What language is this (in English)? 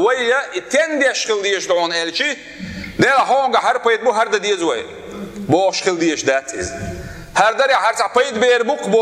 Chechen